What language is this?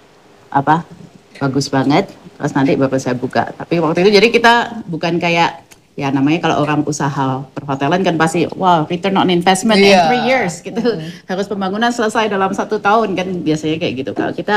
Indonesian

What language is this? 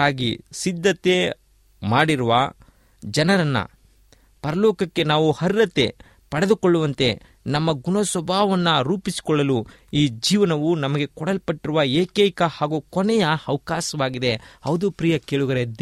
Kannada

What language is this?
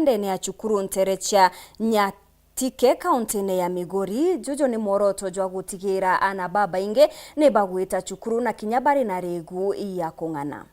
Meru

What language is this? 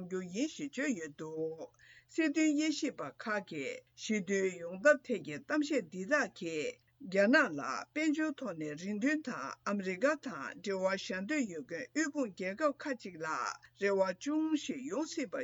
Tibetan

